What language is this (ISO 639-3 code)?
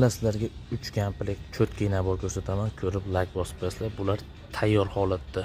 uzb